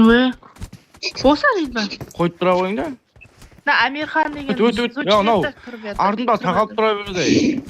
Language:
Kara-Kalpak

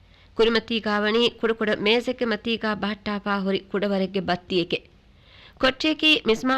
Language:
Divehi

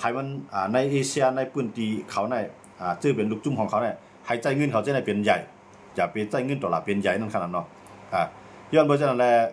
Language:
Shan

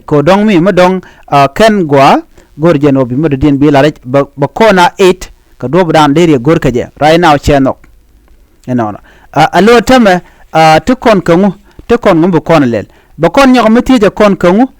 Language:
Nuer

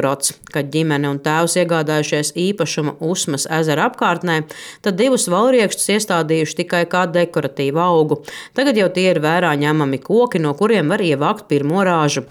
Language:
Latvian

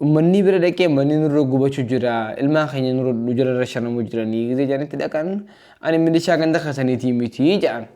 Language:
Oromo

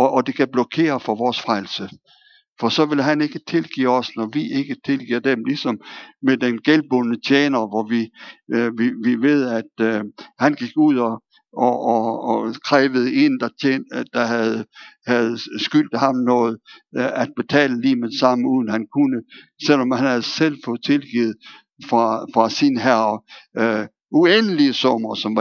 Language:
Danish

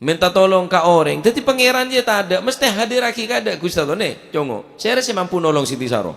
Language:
Madurese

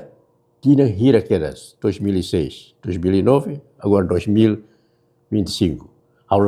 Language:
Tetum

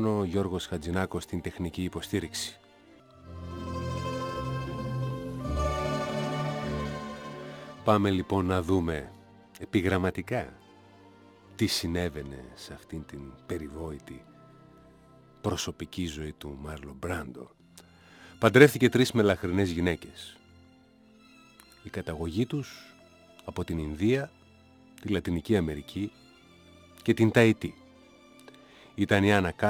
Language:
Greek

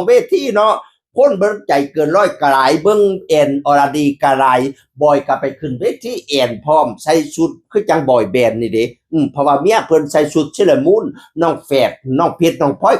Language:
Northeastern Thai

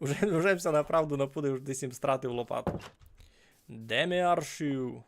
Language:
Rusyn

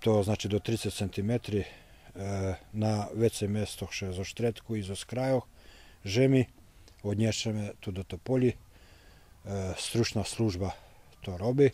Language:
Rusyn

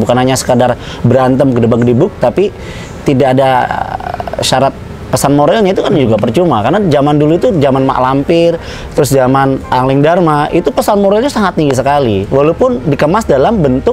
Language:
Indonesian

